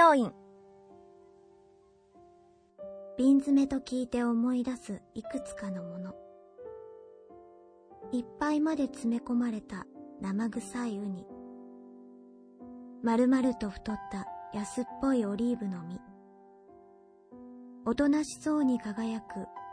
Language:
Japanese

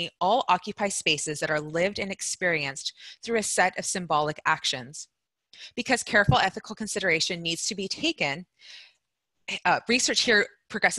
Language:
English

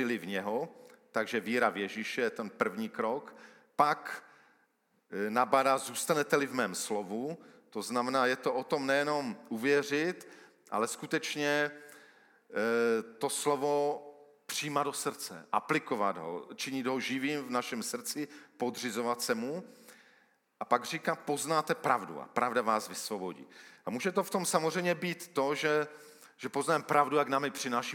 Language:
Czech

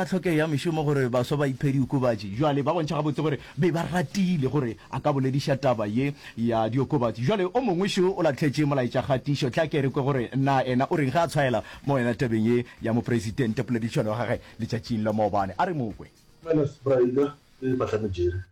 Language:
Northern Sotho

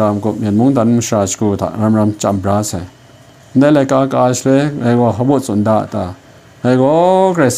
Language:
Kachin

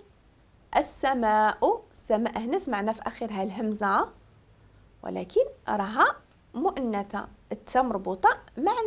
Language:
Moroccan Arabic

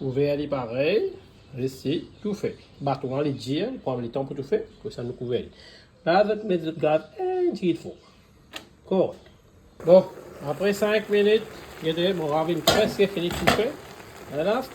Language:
Morisyen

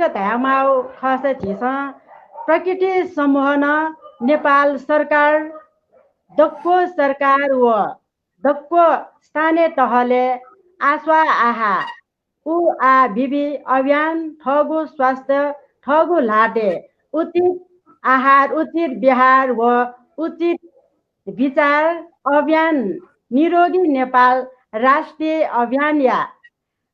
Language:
Newari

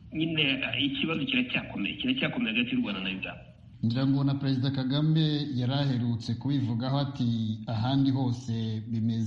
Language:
Kinyarwanda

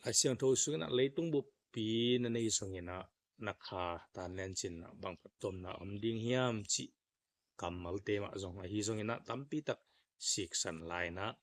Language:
Tedim Chin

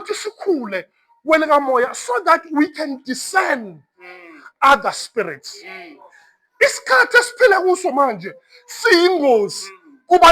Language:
Zulu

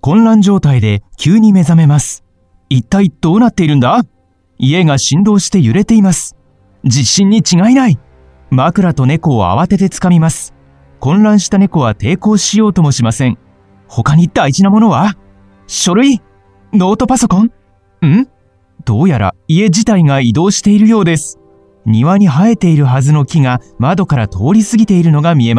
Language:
Japanese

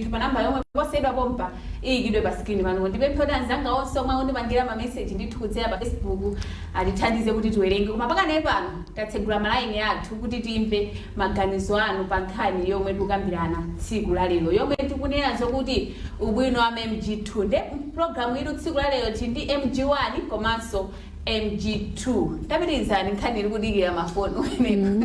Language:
Nyanja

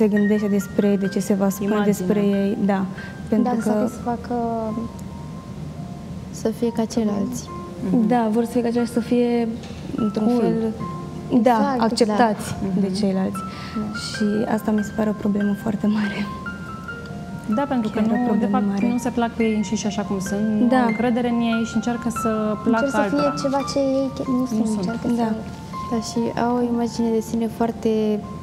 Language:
Romanian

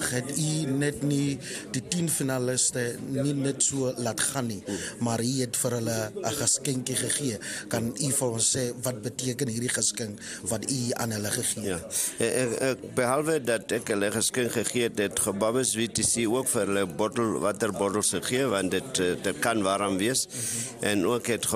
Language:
Afrikaans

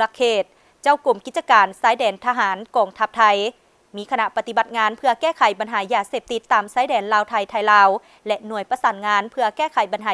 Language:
Lao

